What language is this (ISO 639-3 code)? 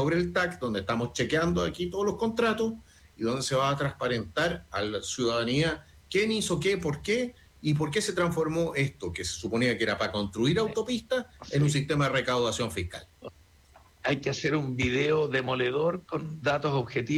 spa